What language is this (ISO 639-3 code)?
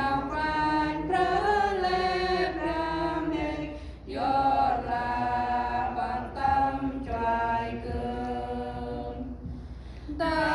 cmo